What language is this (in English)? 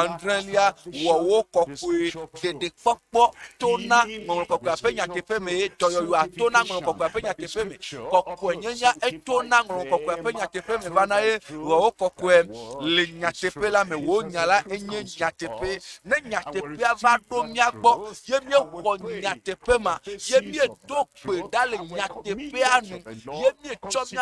Ewe